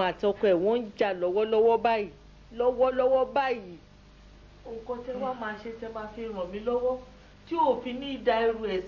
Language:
Yoruba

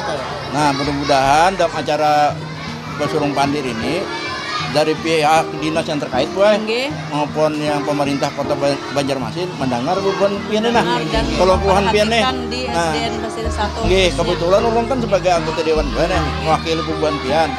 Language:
Banjar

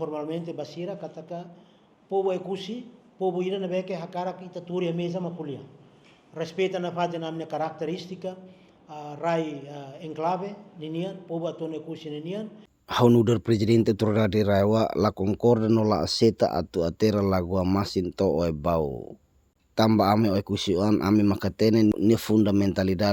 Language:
Tetum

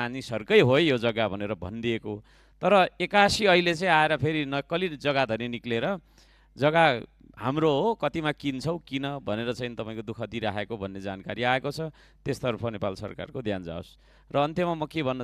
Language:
Nepali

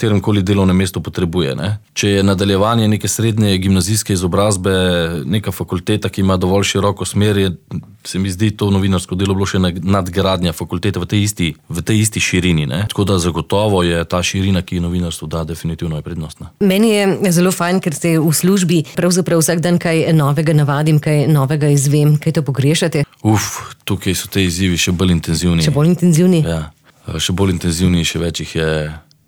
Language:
Slovenian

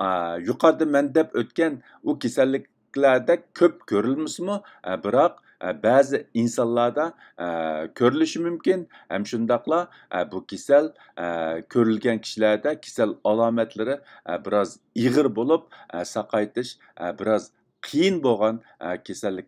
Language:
Uyghur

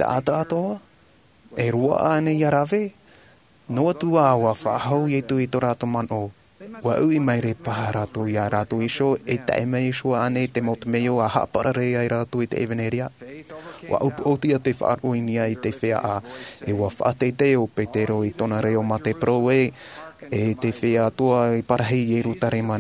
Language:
Tahitian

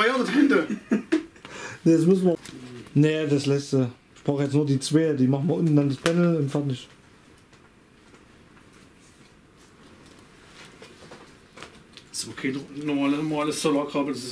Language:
German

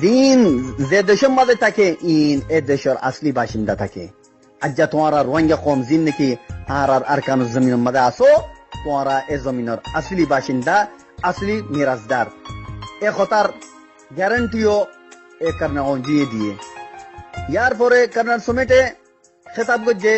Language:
Rohingya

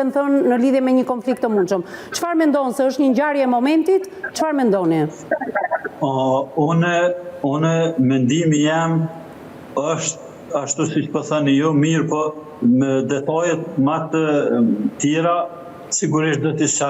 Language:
Albanian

